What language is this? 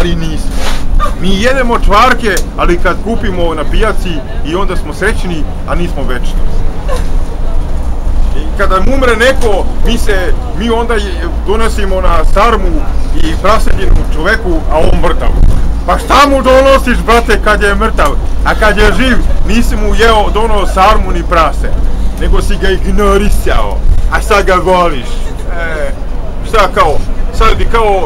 Serbian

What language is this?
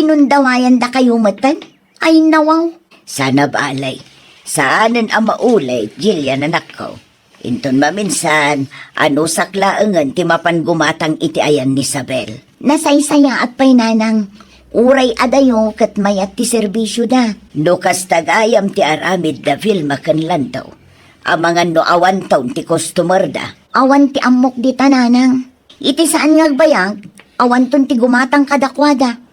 Iloko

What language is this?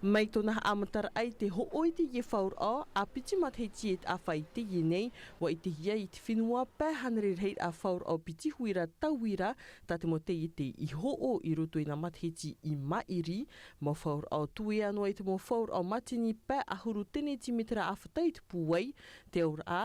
Tahitian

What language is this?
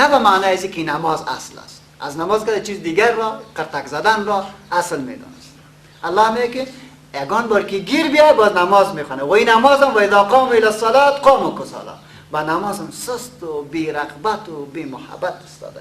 Persian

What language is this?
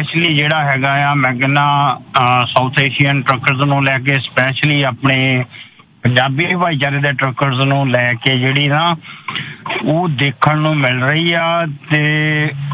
Punjabi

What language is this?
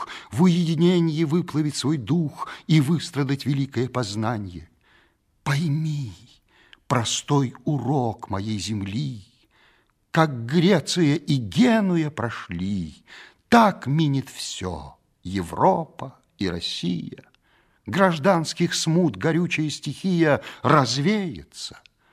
Russian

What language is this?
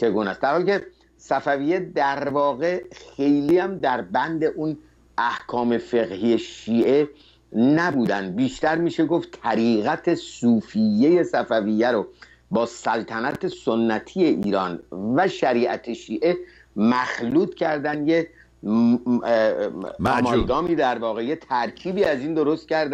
Persian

